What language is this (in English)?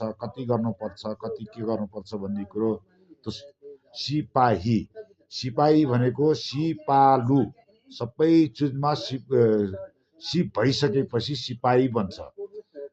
Nepali